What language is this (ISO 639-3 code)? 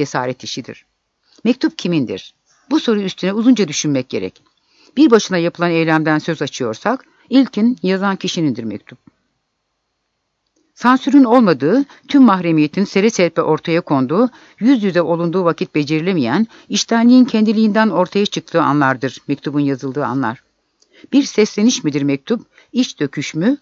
tur